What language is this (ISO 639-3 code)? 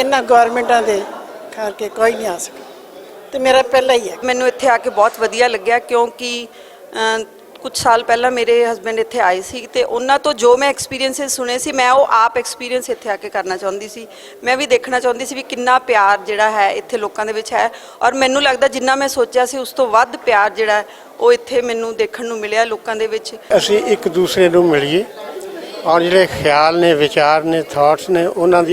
lah